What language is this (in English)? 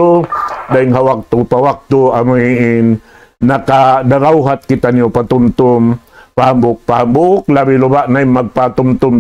Tausug